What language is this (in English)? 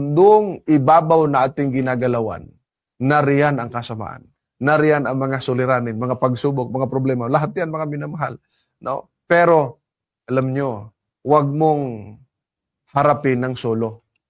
Filipino